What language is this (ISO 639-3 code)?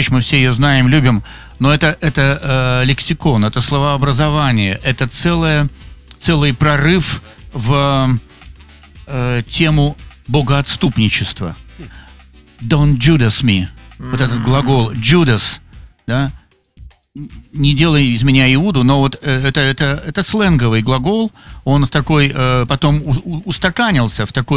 rus